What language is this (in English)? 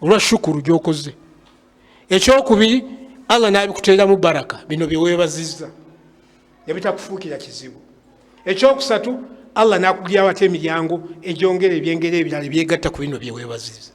Ganda